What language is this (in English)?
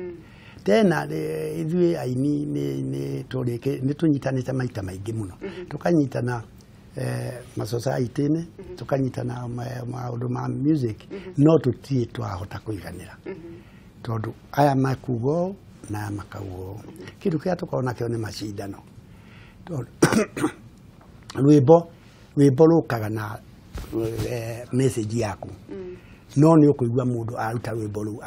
Kikuyu